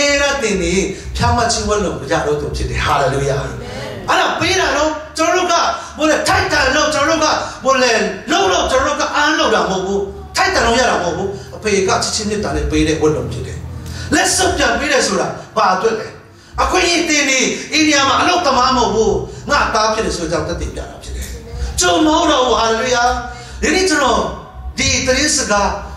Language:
Burmese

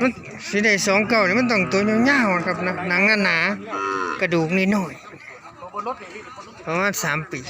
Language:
Northeastern Thai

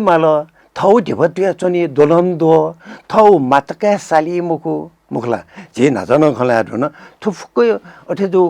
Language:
Newari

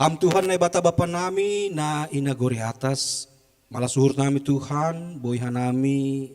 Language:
Batak Simalungun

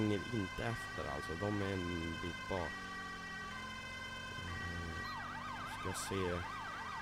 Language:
Swedish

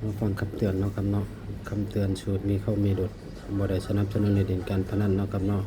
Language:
Northeastern Thai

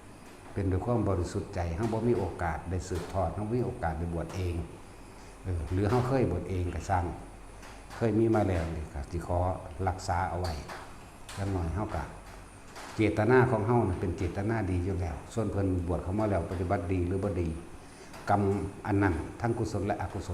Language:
Northeastern Thai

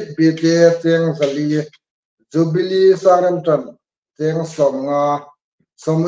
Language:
Hmar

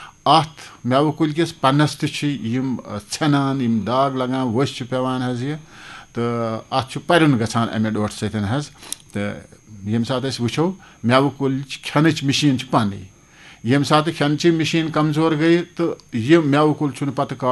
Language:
Kashmiri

